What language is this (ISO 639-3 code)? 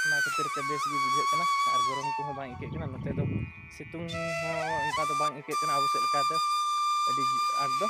sat